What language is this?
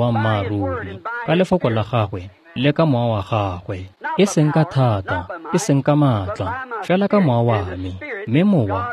Tswana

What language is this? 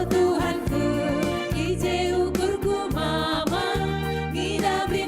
Batak Karo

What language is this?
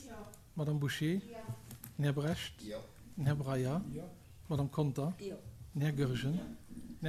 Luxembourgish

